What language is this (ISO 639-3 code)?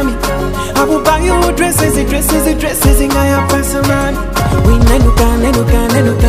swa